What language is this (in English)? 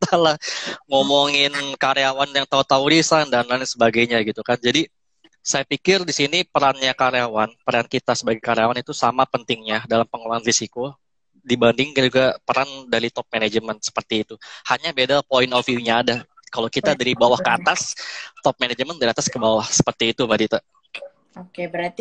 Indonesian